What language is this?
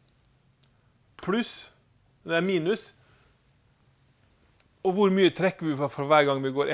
Norwegian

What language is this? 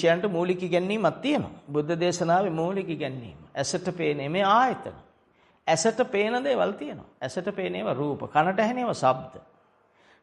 Sinhala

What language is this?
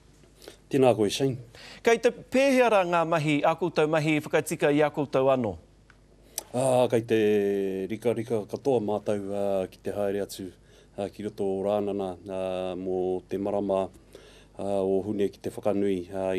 Māori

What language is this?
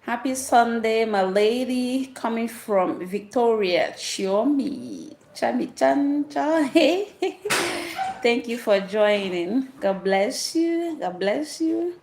Igbo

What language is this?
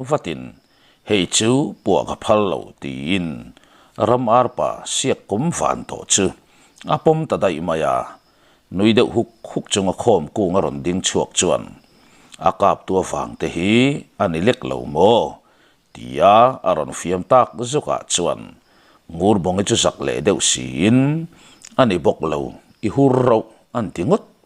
Mizo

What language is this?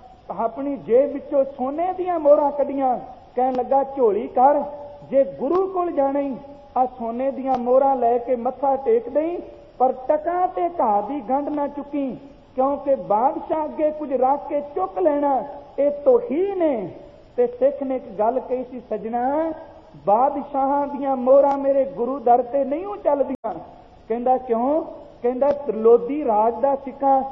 Punjabi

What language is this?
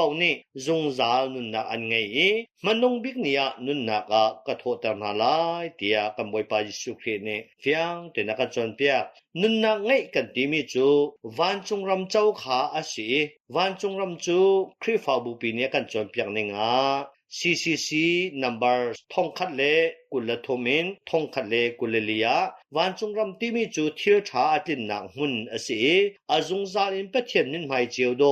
Hakha Chin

